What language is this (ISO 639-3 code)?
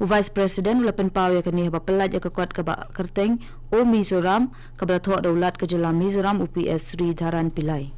kha